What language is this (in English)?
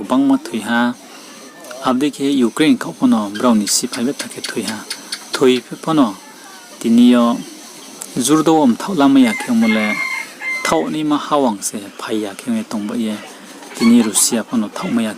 Riang (India)